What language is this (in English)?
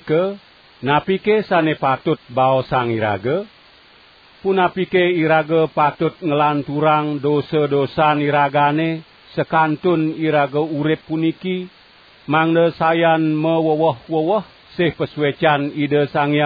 Balinese